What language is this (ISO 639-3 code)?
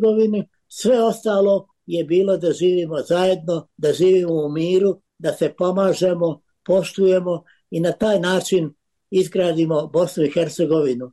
bos